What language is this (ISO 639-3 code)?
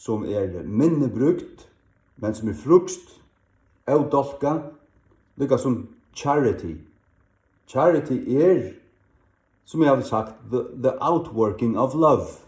fao